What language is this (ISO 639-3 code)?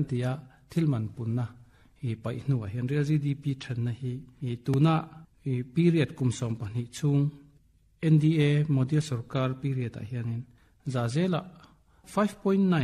lus